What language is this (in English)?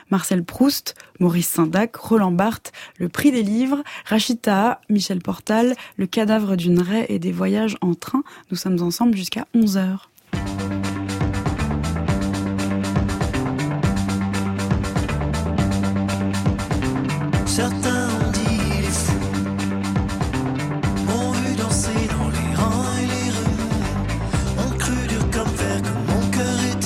French